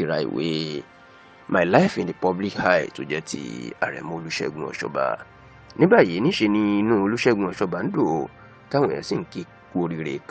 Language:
Yoruba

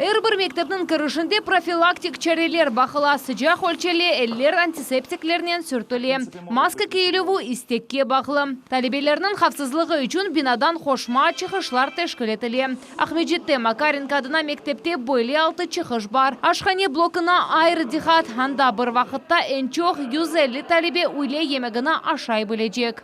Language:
Crimean Tatar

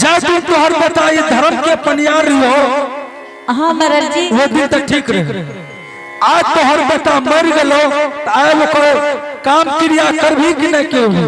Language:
Angika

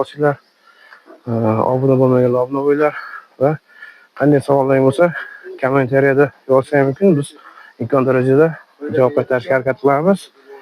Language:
Uzbek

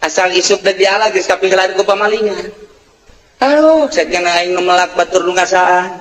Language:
Sundanese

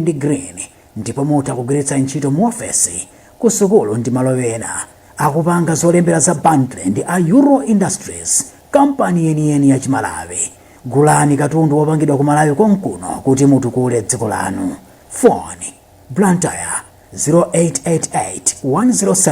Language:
Nyanja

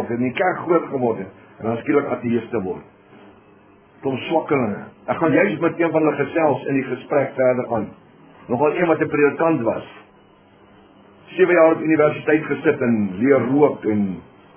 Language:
Afrikaans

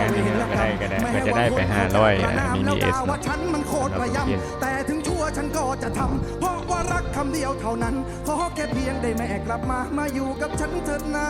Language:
Lao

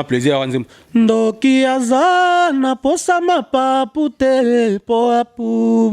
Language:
Lingala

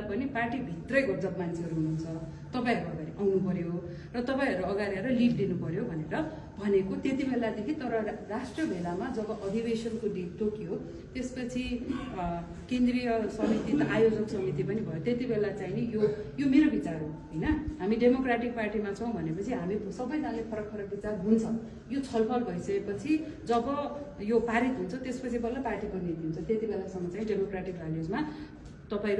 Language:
Nepali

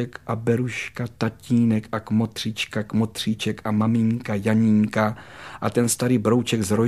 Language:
Czech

